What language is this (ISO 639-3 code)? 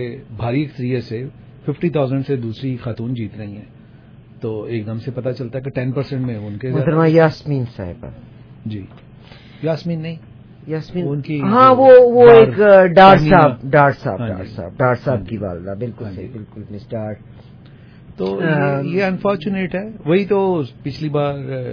urd